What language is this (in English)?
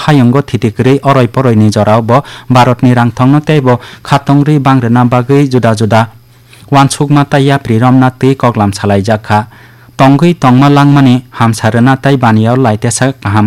Kok Borok